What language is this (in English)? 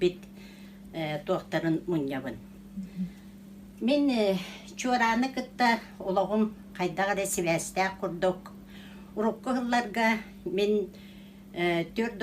Yakut